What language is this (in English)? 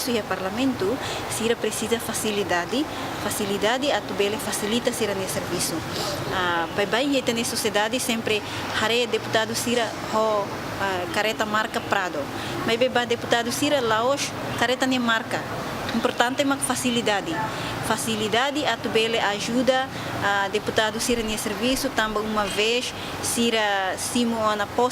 Tetum